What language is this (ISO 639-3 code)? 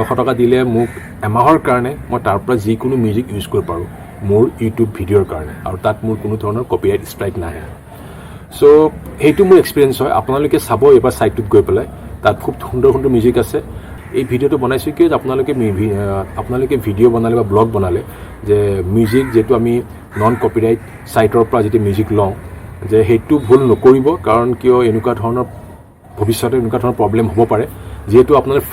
asm